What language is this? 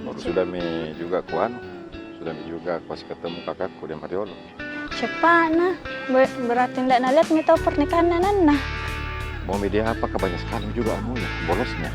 Makassar Malay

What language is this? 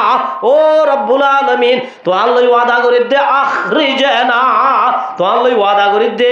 Rohingya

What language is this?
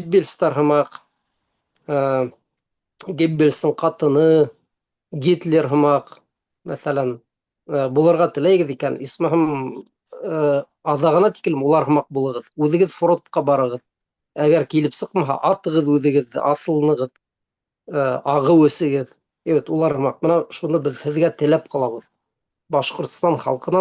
Bashkir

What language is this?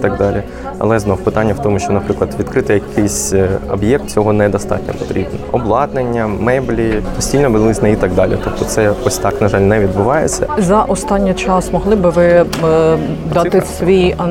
Ukrainian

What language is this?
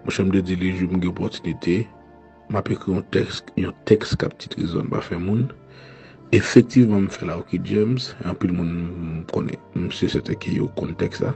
Haitian Creole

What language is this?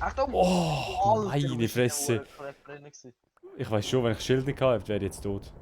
Swiss German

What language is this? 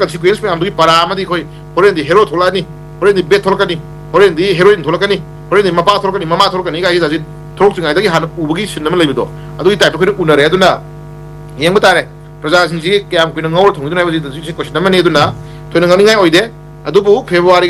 Manipuri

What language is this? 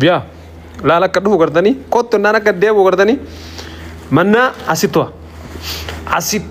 Oromo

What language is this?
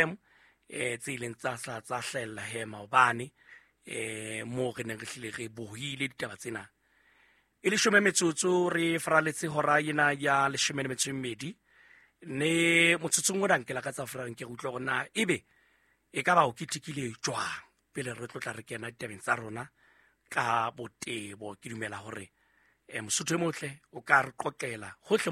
Southern Sotho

